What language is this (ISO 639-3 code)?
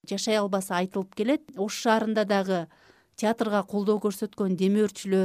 kir